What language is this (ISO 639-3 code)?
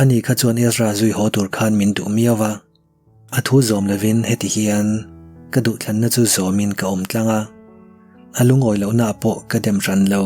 lus